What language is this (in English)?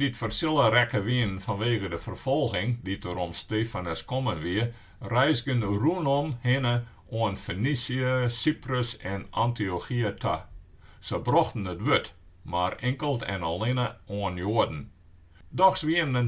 Western Frisian